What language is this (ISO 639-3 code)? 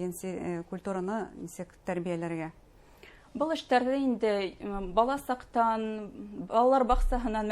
bak